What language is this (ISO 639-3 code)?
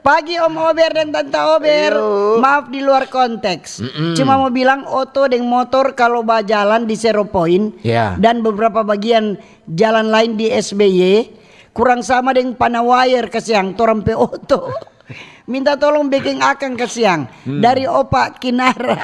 xmm